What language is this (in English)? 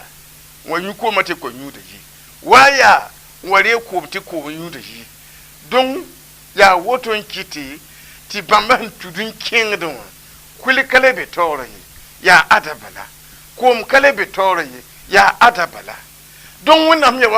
Mossi